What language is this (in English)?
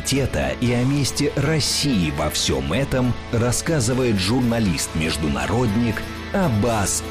Russian